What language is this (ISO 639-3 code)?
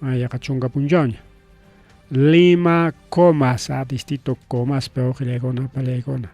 quy